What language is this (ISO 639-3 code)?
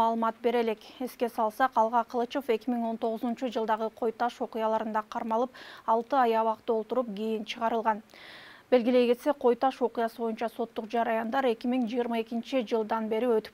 kir